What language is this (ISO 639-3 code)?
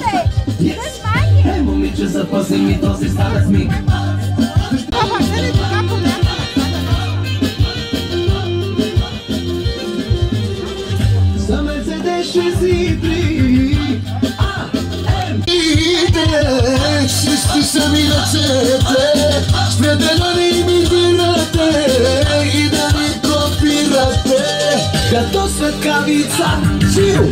bul